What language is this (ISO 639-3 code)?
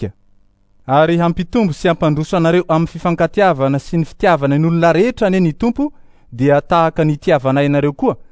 mlg